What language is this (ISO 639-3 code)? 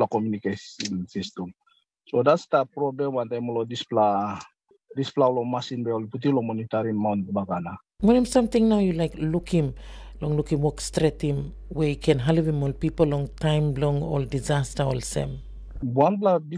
tpi